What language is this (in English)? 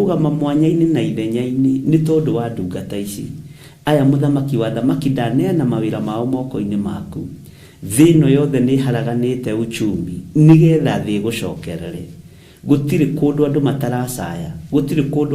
Kikuyu